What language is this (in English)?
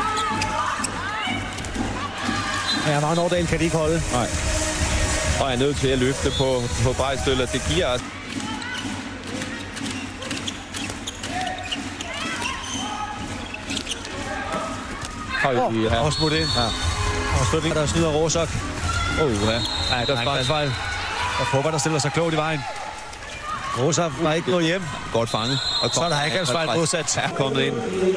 Danish